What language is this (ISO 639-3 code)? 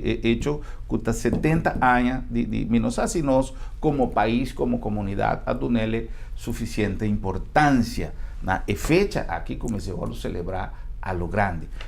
pap